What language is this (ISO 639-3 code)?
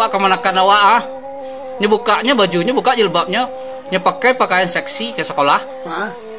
min